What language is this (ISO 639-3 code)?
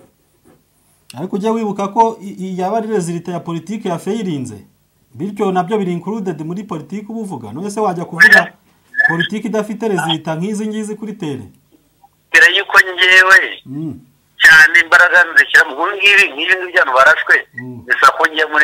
kin